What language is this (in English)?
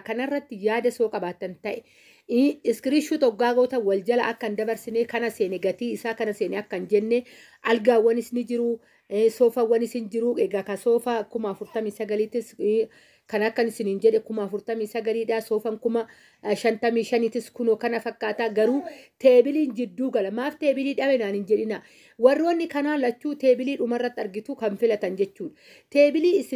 Oromo